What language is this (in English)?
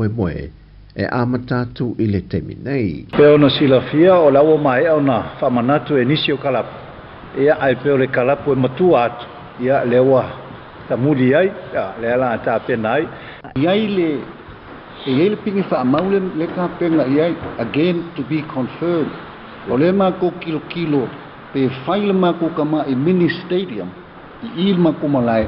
Samoan